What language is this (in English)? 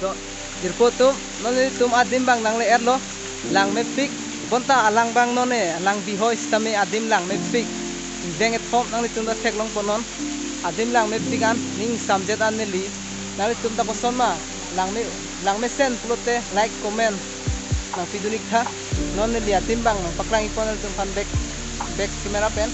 Karbi